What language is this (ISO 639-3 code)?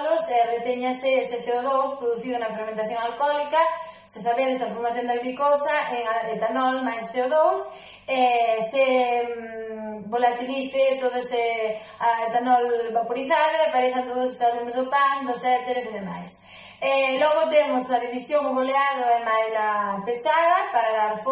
glg